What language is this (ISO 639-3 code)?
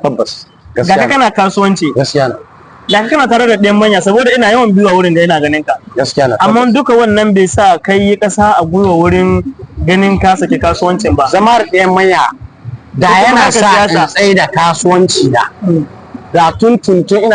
hau